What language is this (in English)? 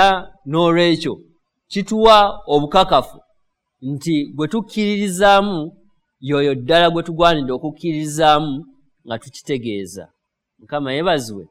Ganda